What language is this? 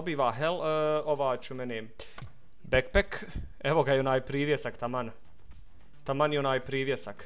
Bosnian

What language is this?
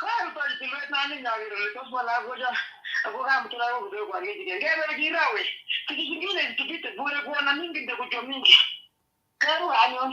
Kalenjin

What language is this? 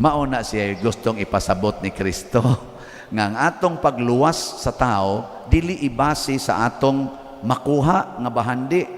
Cebuano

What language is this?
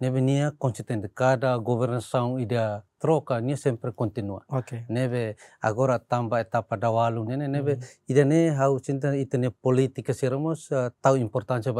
Tetum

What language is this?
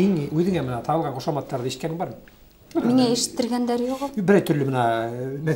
Bashkir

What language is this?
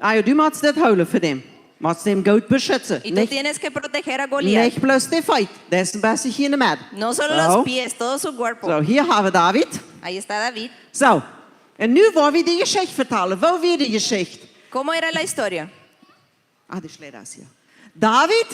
Plautdietsch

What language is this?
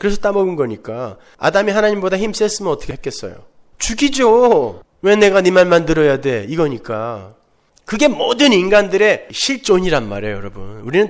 Korean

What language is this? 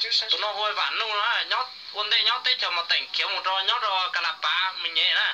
Hmong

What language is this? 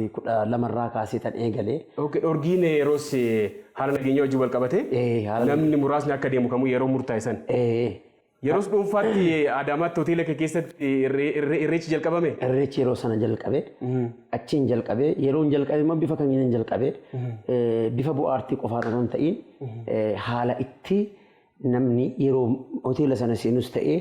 Oromo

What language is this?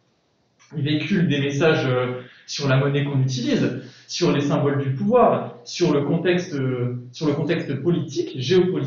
French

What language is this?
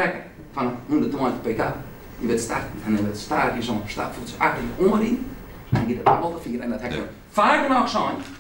Western Frisian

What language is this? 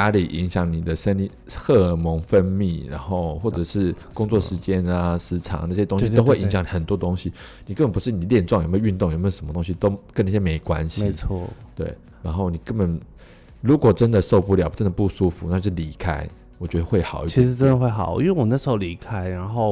Chinese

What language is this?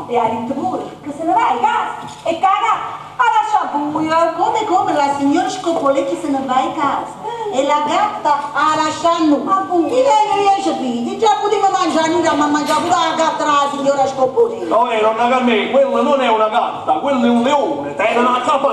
Neapolitan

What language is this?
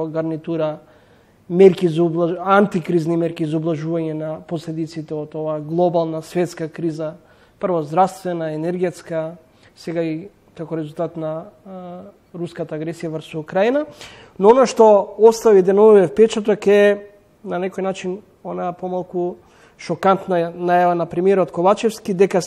Macedonian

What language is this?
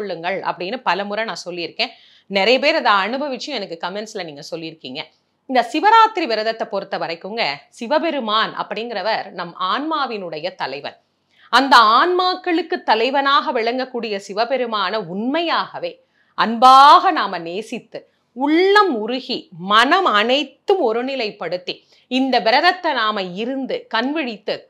Tamil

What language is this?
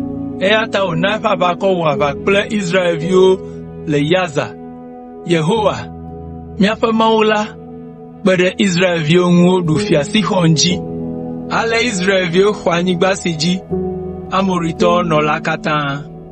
Ewe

